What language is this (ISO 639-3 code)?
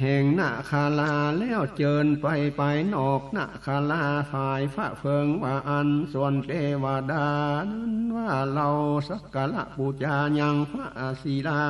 nod